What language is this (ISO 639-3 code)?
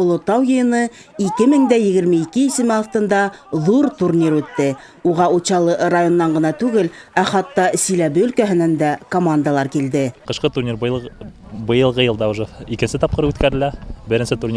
bak